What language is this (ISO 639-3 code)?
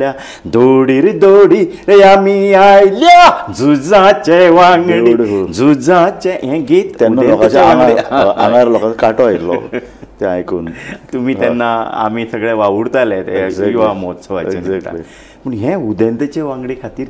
kok